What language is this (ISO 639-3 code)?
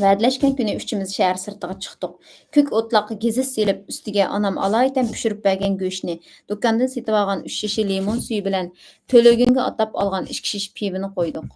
uig